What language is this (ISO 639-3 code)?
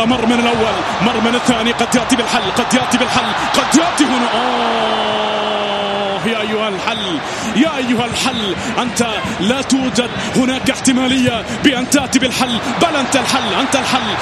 ara